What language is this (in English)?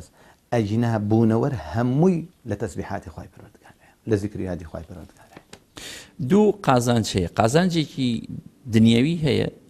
Central Kurdish